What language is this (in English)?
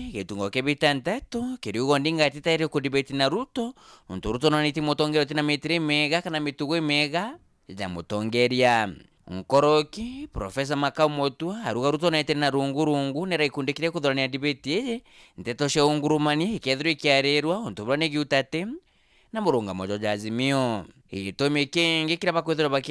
Meru